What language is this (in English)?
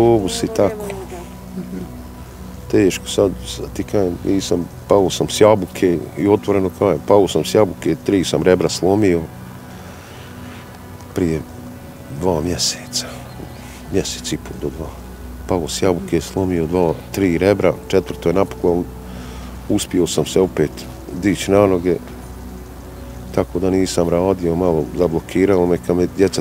Bosnian